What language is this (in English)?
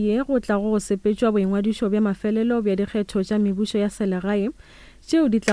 Northern Sotho